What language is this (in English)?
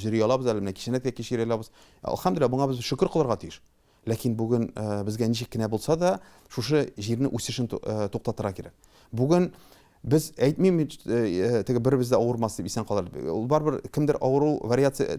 Tatar